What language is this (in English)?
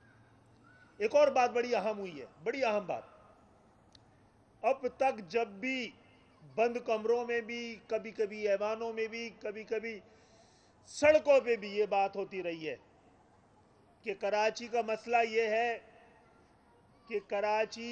Urdu